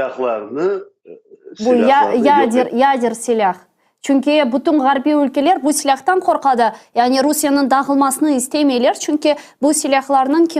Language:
Crimean Tatar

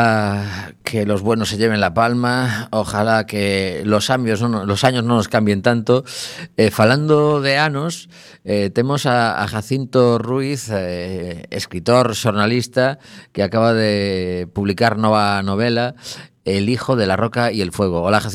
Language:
Galician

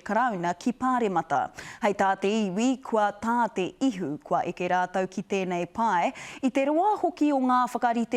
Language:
Māori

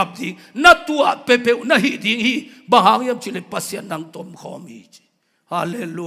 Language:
Tedim Chin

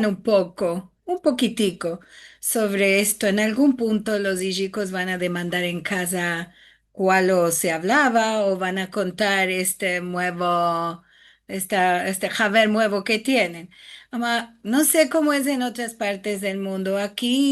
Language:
Ladino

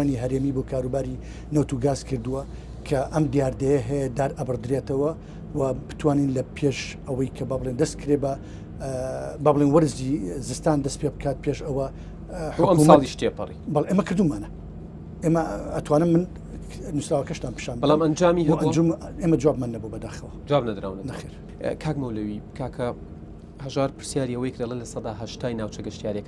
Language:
Central Kurdish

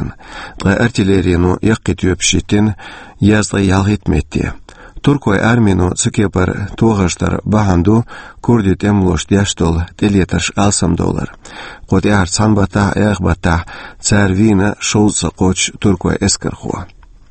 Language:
Chechen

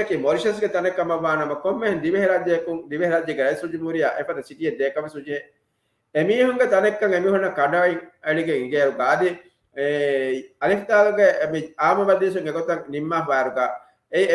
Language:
Divehi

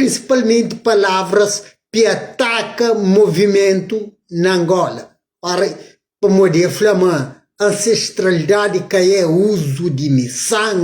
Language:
Kabuverdianu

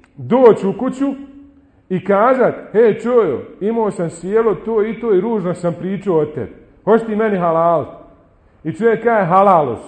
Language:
Bosnian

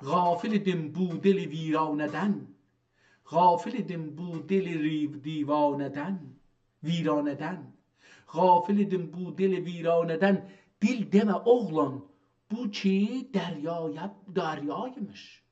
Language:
South Azerbaijani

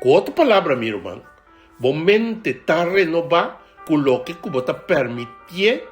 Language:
Papiamento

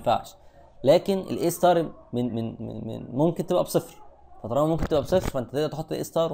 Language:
Egyptian Arabic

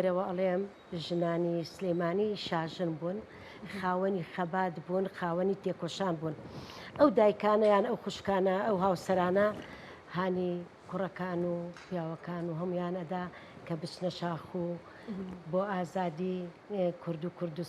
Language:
Central Kurdish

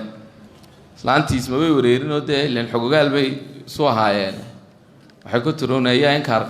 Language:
Somali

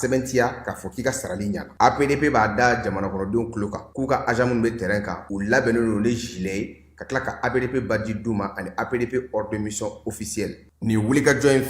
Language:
Bambara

